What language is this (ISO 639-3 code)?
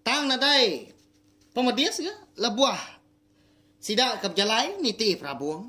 iba